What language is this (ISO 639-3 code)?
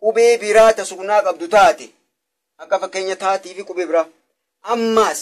orm